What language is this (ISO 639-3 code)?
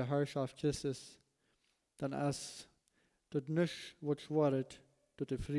pdt